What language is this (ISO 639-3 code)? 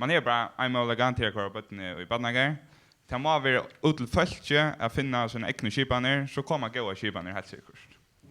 fao